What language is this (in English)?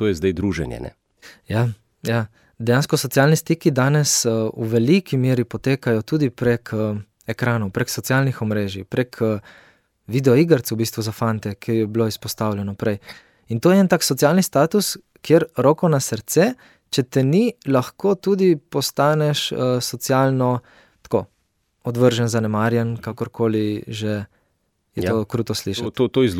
Slovenian